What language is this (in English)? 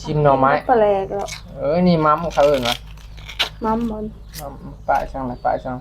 Northeastern Thai